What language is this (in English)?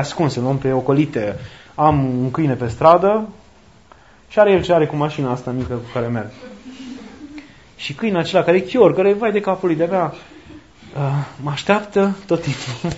Romanian